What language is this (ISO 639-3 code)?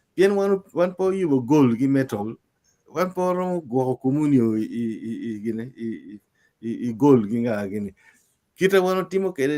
ach